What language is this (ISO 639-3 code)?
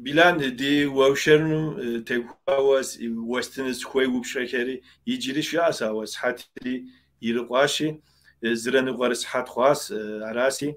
kbd